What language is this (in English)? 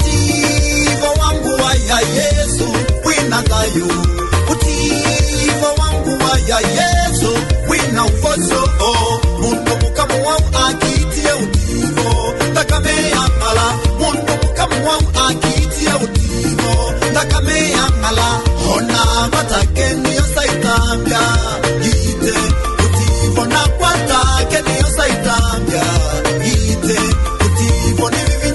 Kamba